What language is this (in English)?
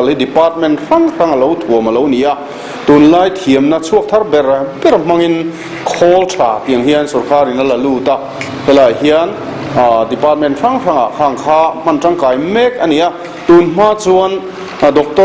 Mizo